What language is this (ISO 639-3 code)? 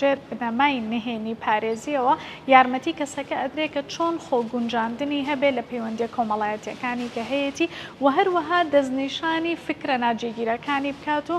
ckb